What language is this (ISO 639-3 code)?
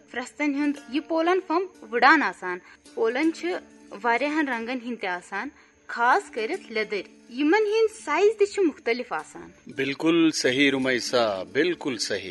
kas